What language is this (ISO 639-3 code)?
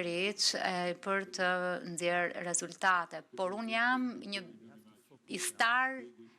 sqi